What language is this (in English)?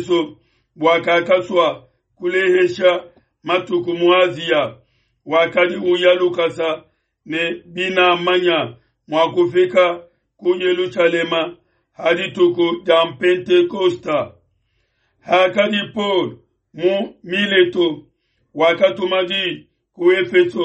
Luba-Lulua